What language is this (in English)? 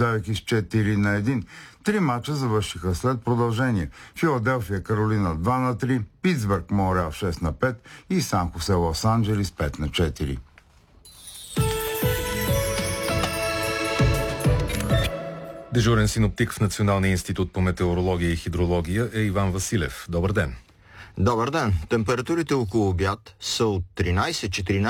Bulgarian